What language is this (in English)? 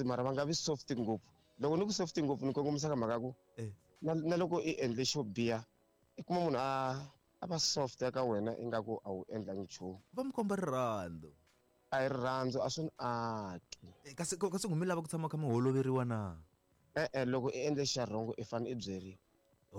Tsonga